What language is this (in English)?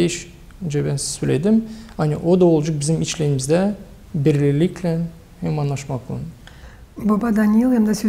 Gagauz